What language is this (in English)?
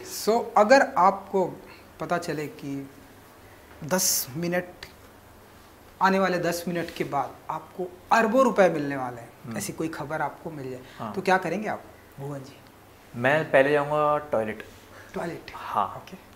Hindi